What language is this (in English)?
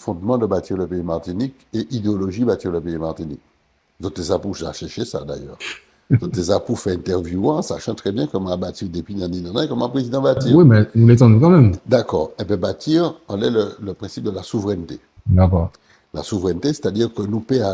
Guadeloupean Creole French